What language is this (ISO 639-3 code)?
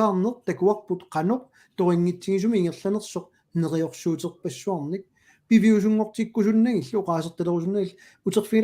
kal